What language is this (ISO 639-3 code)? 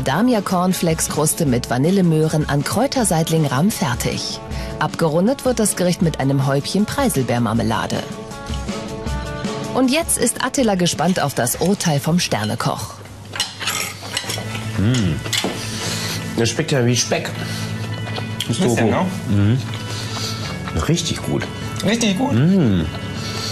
deu